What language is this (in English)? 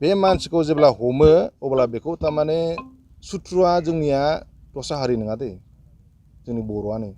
Bodo